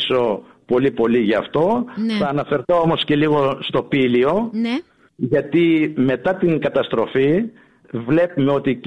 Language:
Greek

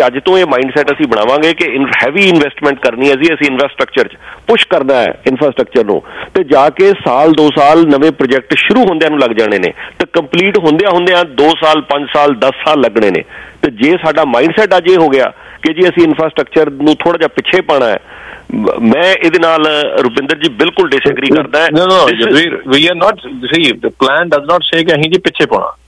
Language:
Punjabi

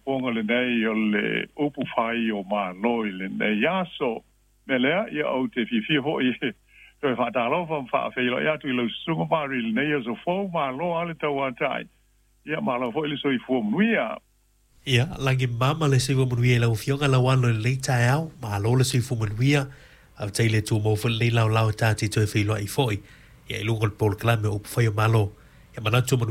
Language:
Samoan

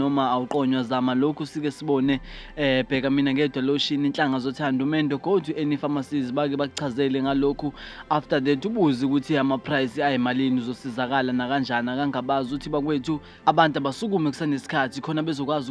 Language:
Zulu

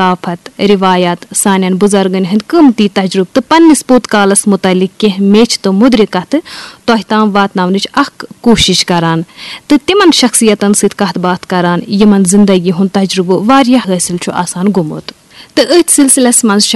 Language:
Kashmiri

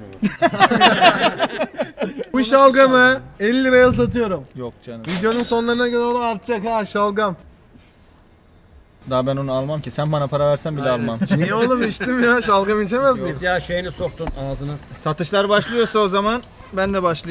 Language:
Turkish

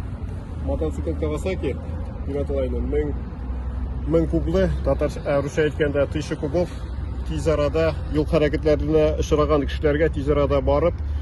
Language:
Tatar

